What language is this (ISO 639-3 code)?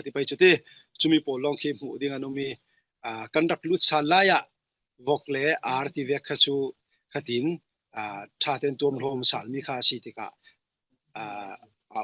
cfm